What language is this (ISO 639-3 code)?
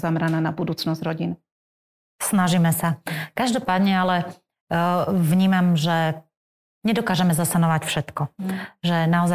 slk